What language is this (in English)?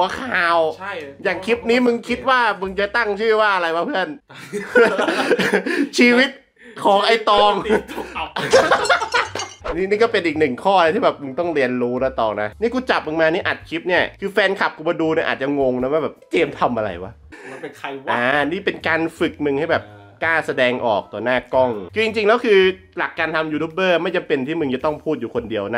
Thai